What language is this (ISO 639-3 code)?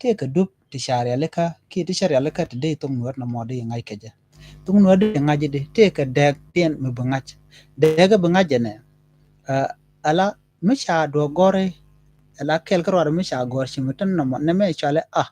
nus